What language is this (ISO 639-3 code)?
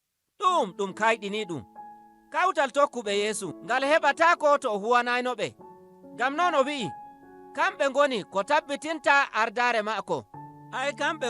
fuv